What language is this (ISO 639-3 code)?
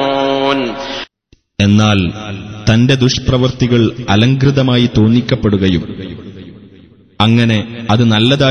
mal